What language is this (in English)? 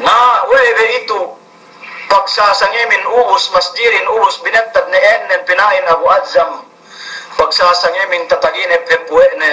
Yakan